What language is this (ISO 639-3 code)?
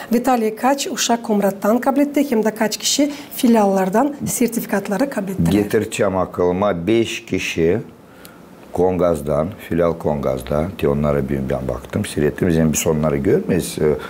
gag